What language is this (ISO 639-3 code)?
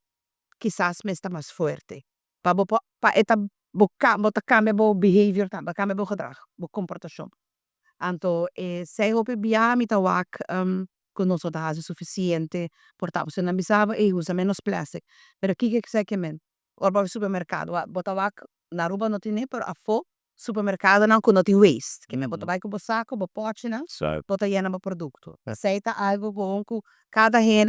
pap